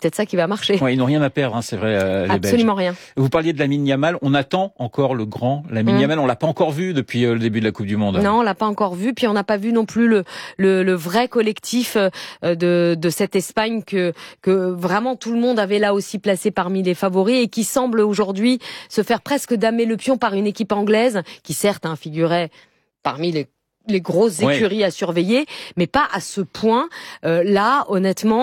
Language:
French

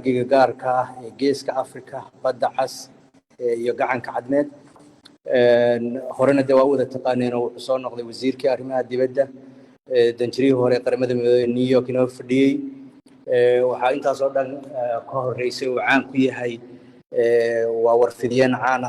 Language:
Somali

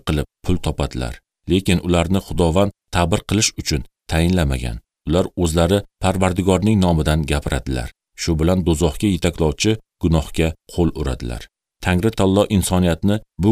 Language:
Uzbek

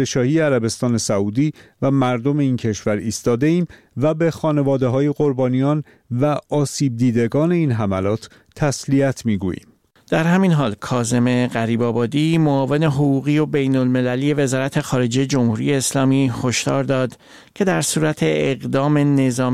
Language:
Persian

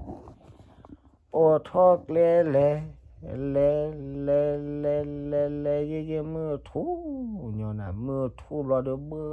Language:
S'gaw Karen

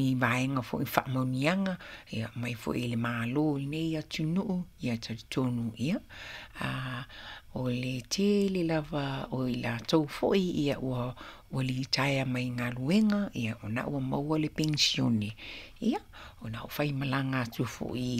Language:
Samoan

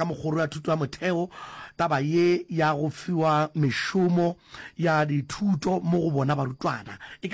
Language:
Northern Sotho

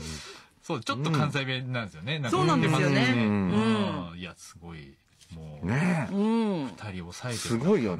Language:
Japanese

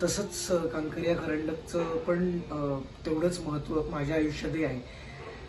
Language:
Marathi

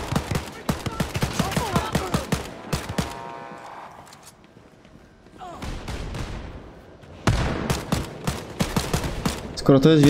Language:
Polish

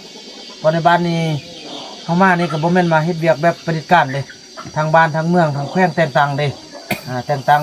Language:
Northeastern Thai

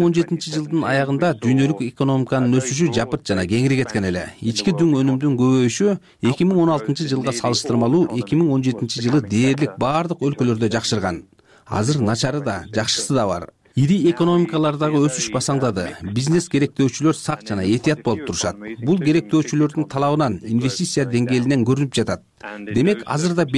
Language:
Kyrgyz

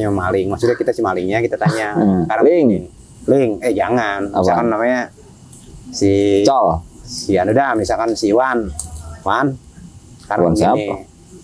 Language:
Betawi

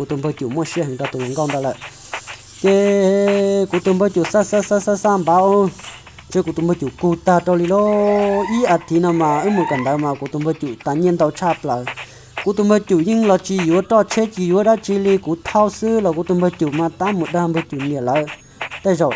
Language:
Hmong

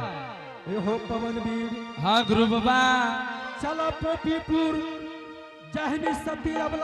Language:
Angika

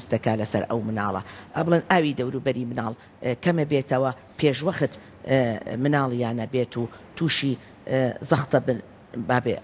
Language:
Central Kurdish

